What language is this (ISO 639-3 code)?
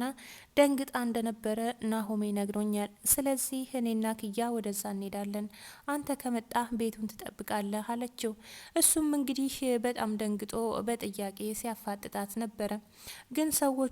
amh